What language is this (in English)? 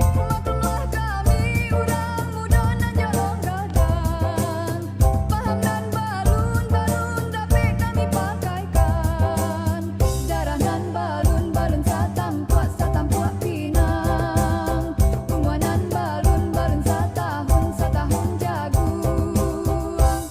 Minangkabau